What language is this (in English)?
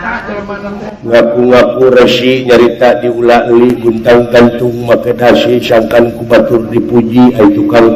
Sundanese